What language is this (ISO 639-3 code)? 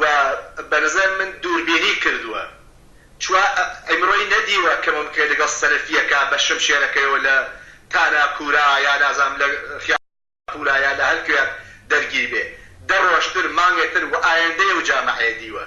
ckb